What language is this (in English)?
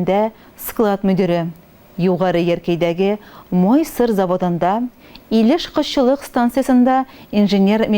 Tatar